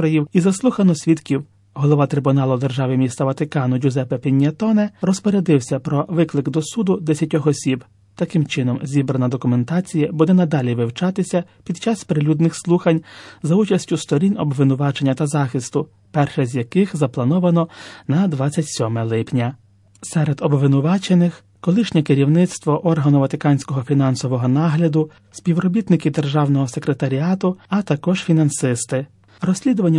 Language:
Ukrainian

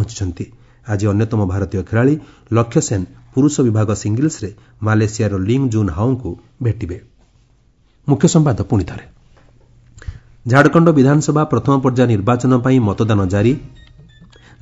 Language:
Odia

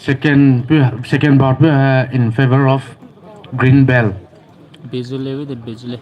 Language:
Poumei Naga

